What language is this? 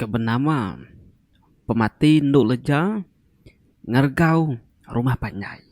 Iban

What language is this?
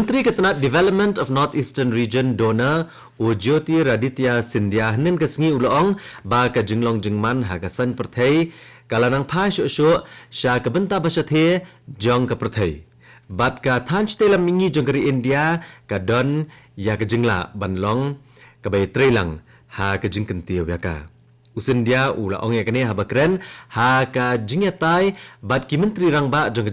Khasi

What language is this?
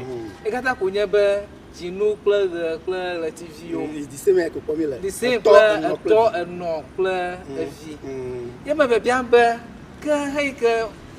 Ewe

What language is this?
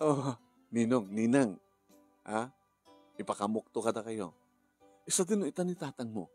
Iloko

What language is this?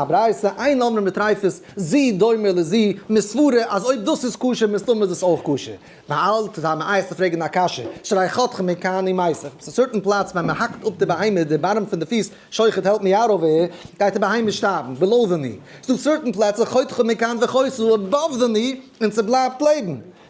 Yiddish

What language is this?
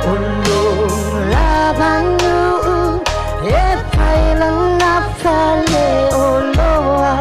Samoan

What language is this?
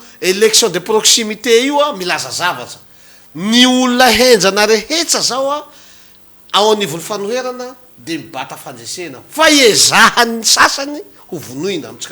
Malagasy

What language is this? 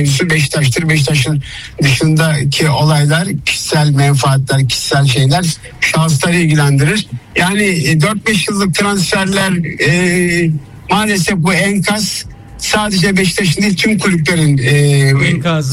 Turkish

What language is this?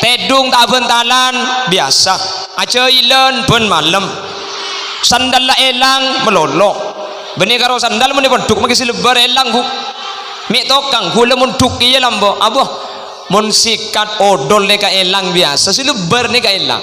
Madurese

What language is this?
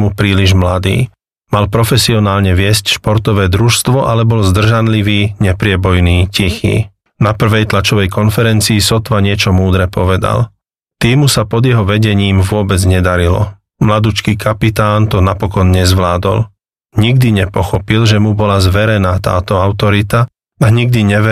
Slovak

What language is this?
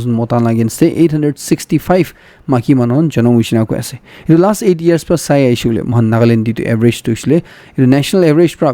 Naga Pidgin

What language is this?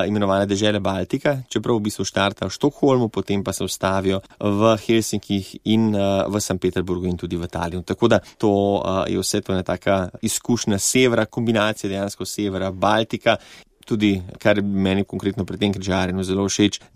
Slovenian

